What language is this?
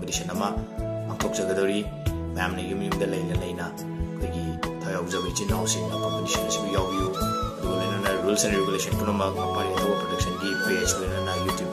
Manipuri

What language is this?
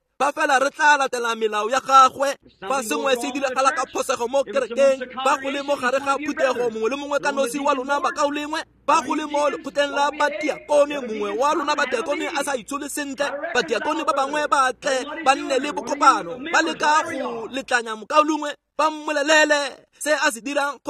Tswana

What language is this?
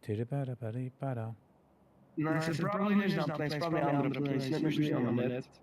Yiddish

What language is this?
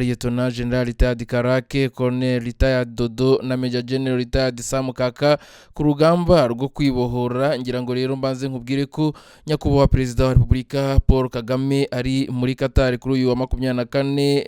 Kinyarwanda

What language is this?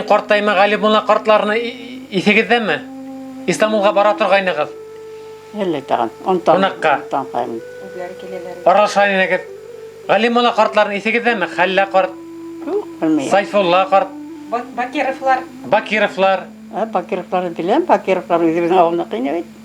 Bashkir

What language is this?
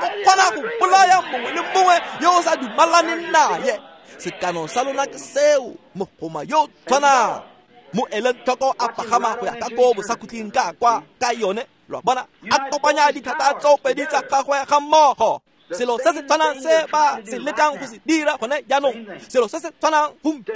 Tswana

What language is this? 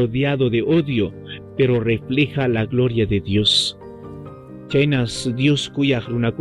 Ayacucho Quechua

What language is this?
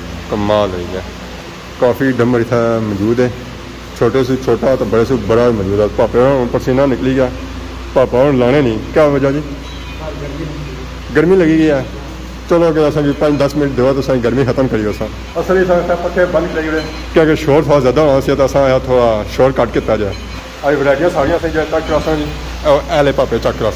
Pahari-Potwari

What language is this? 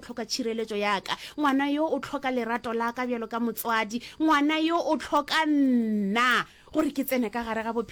Northern Sotho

